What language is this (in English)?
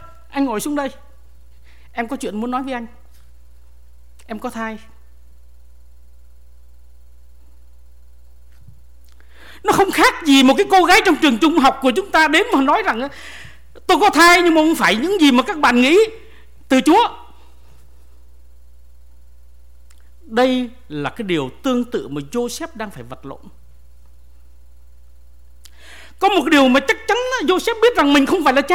Vietnamese